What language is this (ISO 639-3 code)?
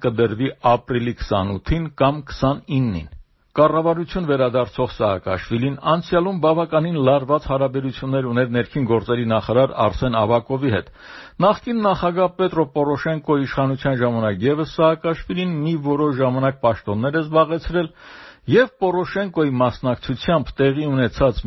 hye